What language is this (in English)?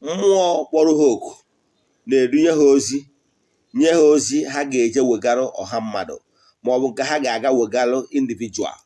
Igbo